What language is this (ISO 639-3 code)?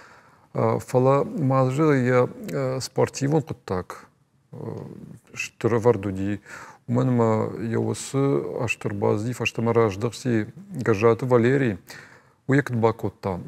oss